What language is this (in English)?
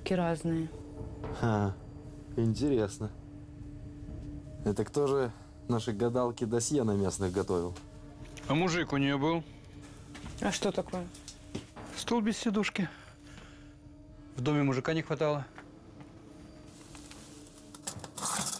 Russian